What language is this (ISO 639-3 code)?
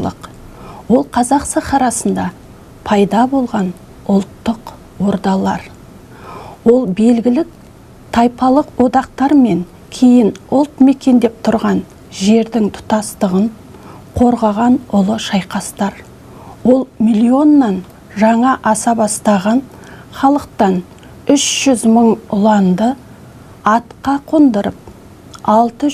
kaz